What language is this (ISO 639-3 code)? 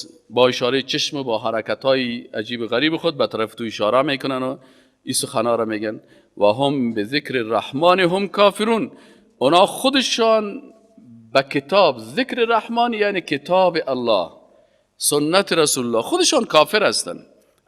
fas